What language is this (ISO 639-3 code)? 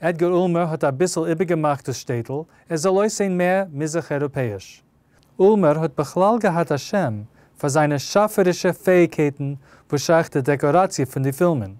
yid